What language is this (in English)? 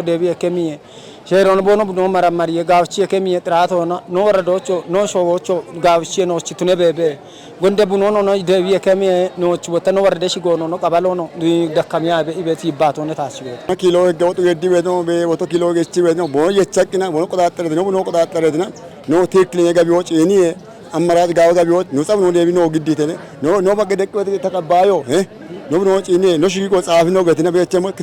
Kafa